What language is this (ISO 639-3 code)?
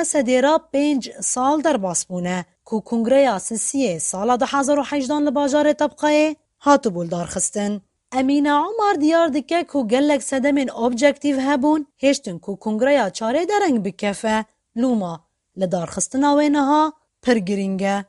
kur